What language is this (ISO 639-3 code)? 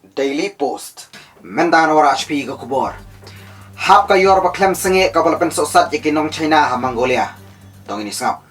kha